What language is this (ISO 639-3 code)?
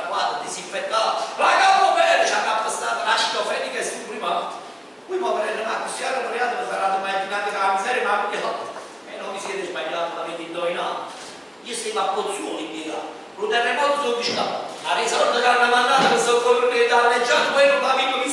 nap